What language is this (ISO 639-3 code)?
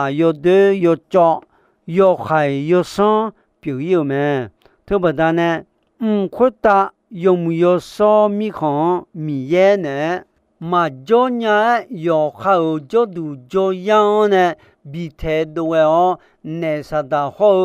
ahk